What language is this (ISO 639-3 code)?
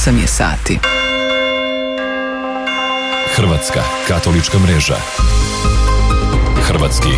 hrv